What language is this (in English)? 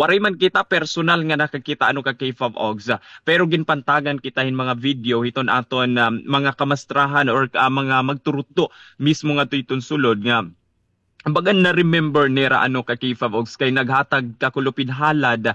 Waray